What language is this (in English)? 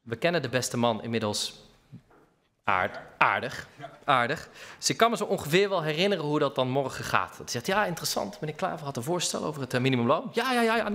Dutch